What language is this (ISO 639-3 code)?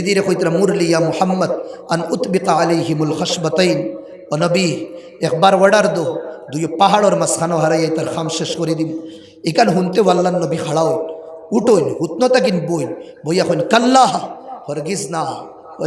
syl